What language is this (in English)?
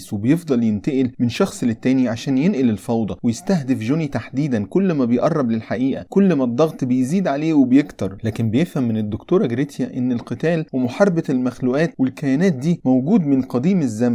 Egyptian Arabic